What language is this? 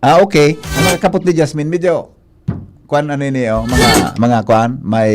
Bikol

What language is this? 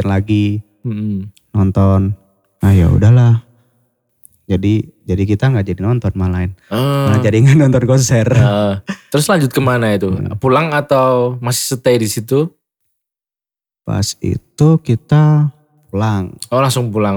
Indonesian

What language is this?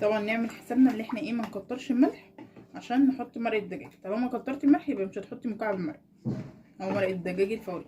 Egyptian Arabic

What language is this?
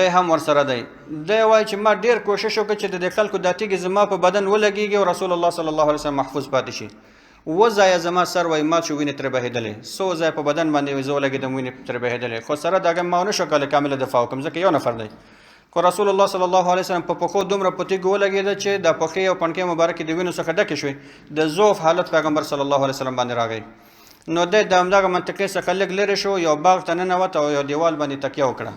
Pashto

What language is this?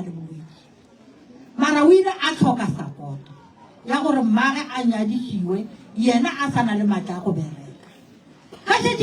Northern Sotho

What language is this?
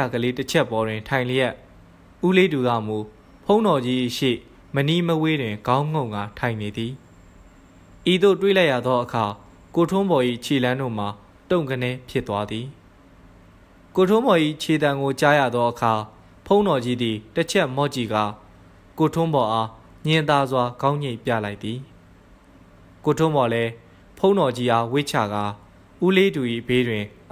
Burmese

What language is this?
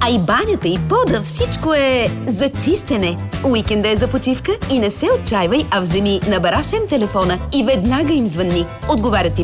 Bulgarian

